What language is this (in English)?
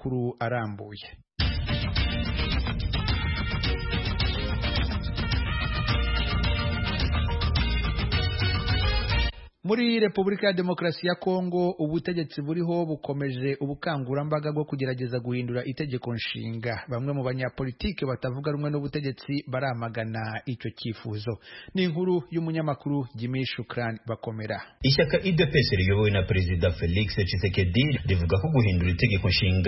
Kinyarwanda